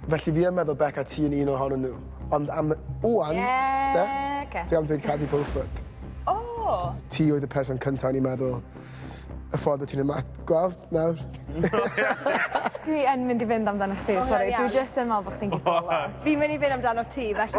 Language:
Welsh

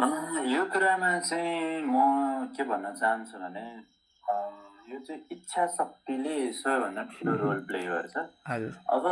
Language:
Nepali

